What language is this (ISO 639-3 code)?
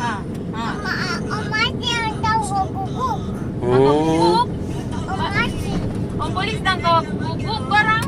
abs